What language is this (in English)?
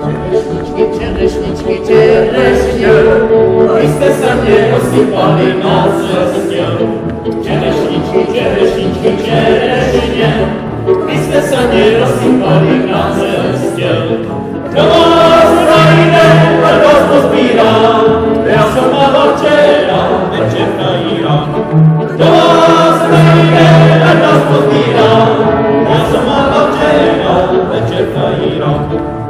Czech